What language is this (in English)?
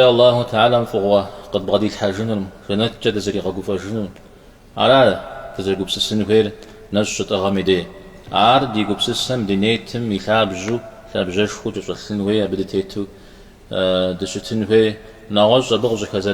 Kabardian